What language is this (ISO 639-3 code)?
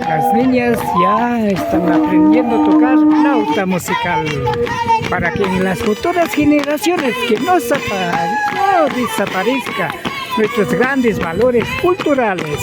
qvi